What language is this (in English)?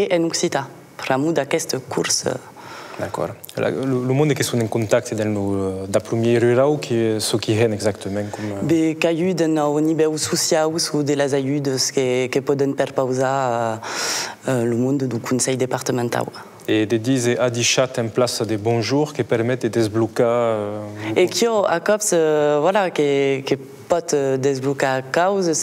Occitan